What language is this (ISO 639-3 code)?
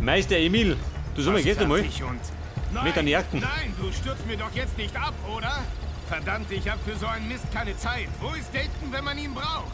bar